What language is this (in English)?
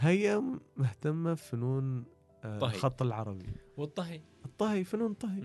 Gulf Arabic